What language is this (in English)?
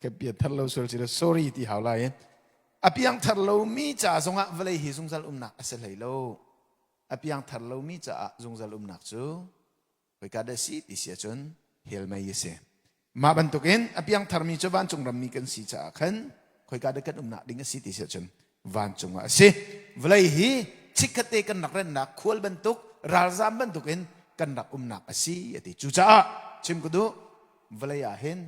Hakha Chin